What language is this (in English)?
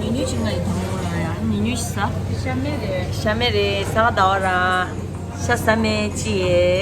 Tibetan